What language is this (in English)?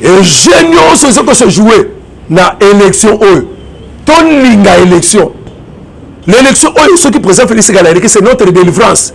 Lingala